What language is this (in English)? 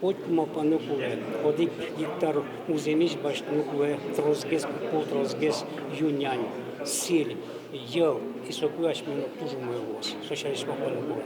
Udmurt